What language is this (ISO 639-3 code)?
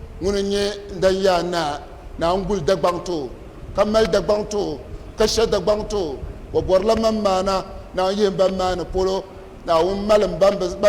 dag